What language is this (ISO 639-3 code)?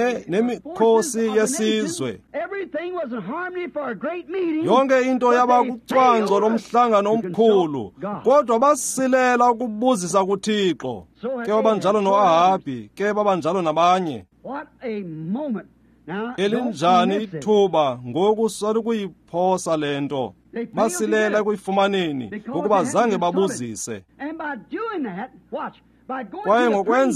xho